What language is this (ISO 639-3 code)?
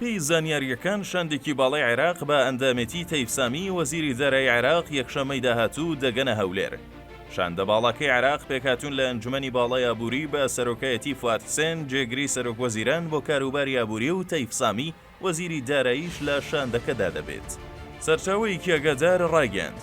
ckb